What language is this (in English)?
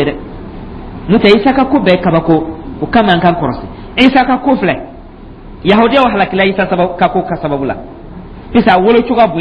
Dyula